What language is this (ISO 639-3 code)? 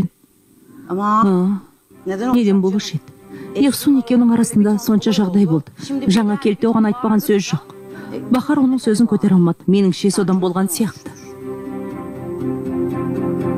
kaz